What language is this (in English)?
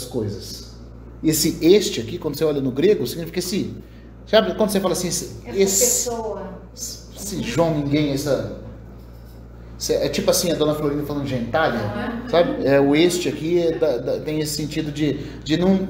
Portuguese